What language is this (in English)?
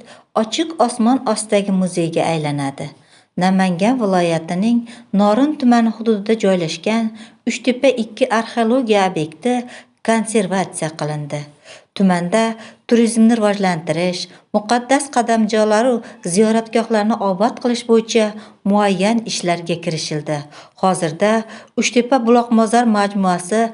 Uzbek